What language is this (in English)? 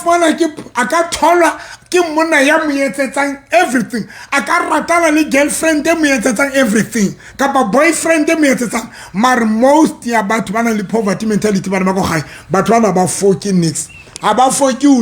Southern Sotho